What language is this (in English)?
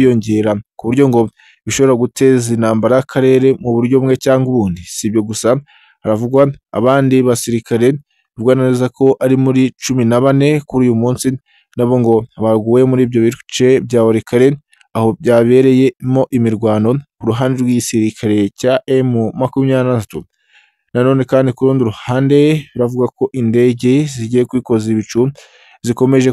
Kinyarwanda